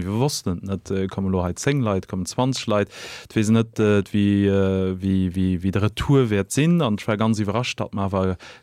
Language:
Luxembourgish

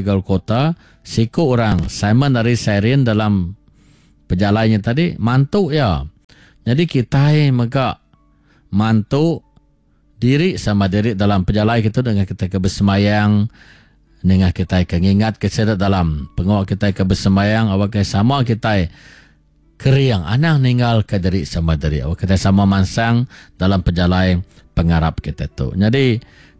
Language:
Iban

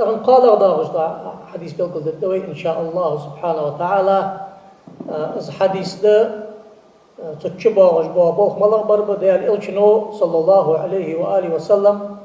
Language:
Ingush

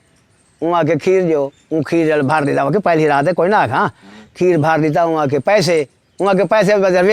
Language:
Saraiki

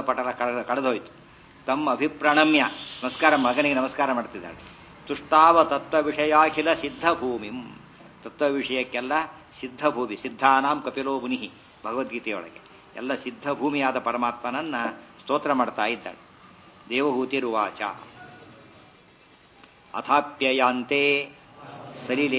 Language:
Kannada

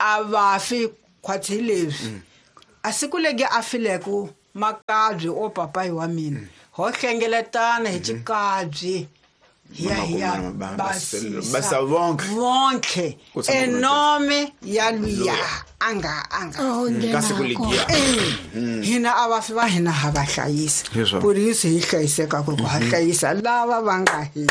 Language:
Tsonga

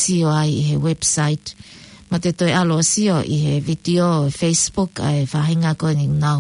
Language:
Tongan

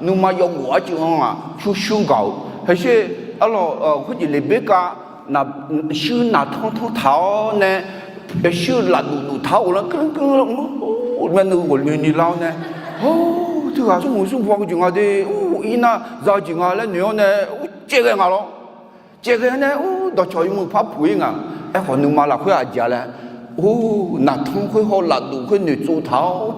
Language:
Akha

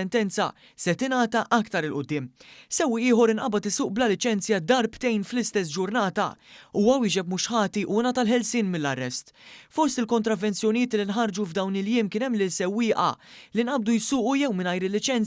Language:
Maltese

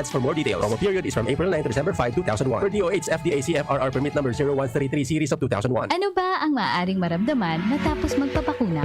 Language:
Bikol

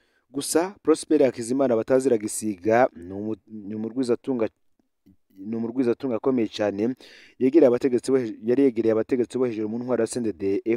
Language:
Rundi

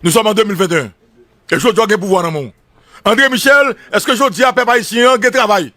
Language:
Haitian Creole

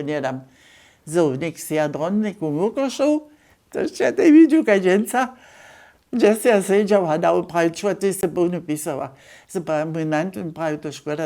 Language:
Upper Sorbian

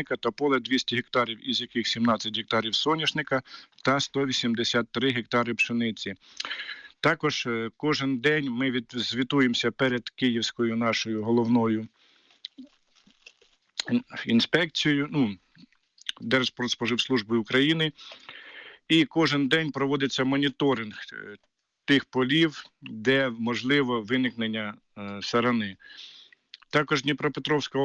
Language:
Ukrainian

